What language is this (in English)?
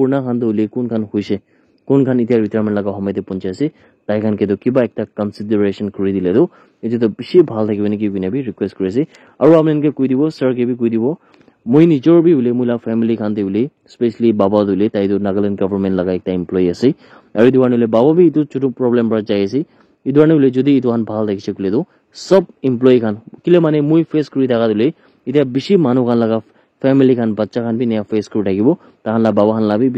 Naga Pidgin